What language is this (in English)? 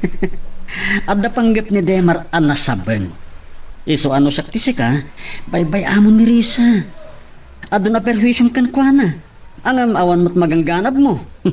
Iloko